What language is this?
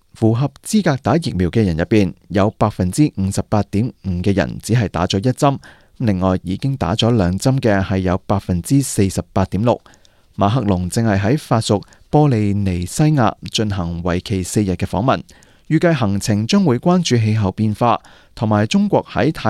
Cantonese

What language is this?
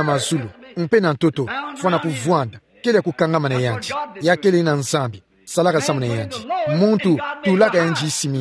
Kituba (Democratic Republic of Congo)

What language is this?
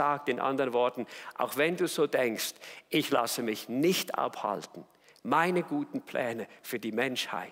Swiss German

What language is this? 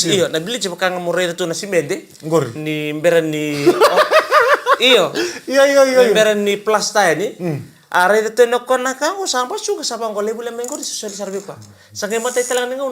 Fijian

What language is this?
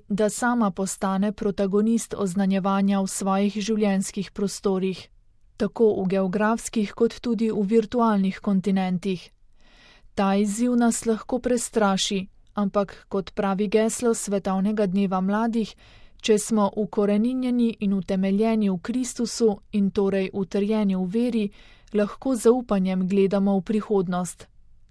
Slovenian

